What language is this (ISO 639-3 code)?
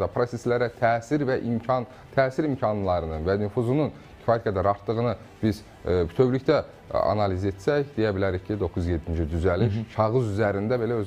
aze